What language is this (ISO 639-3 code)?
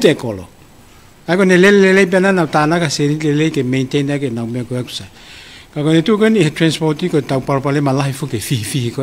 ton